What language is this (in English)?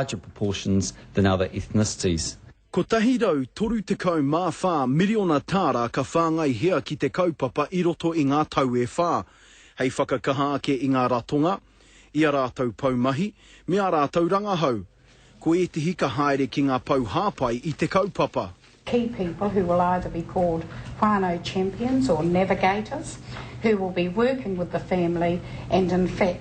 Māori